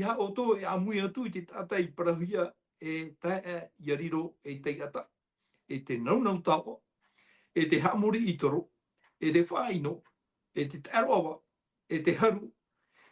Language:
Tahitian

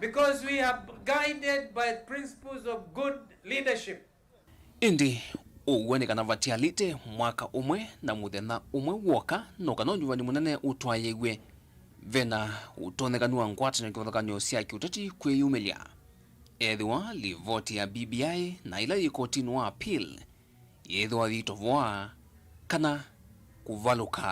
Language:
Kamba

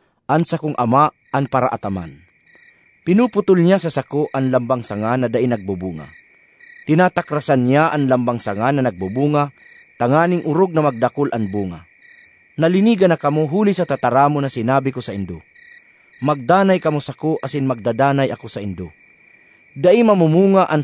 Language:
Bikol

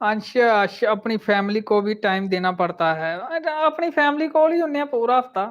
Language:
Dogri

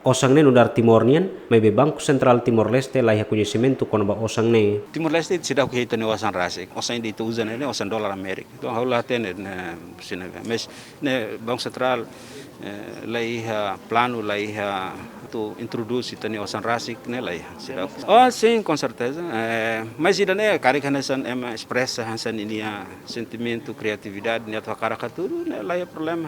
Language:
Tetum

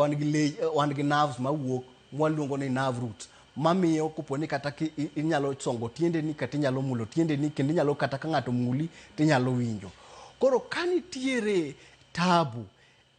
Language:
Luo (Kenya and Tanzania)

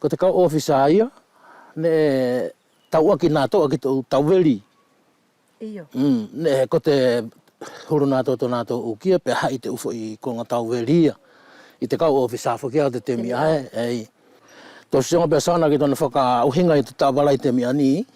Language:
Wallisian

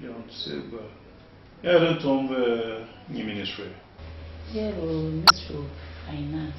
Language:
Tiv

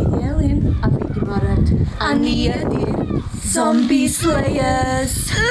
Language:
Welsh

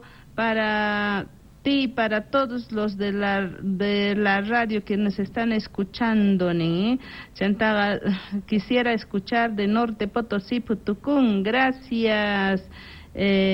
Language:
South Bolivian Quechua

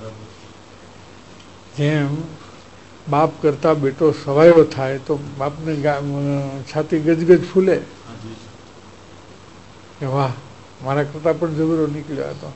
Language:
Gujarati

